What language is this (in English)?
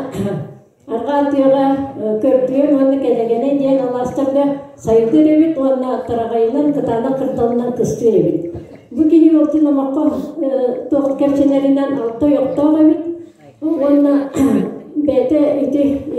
Yakut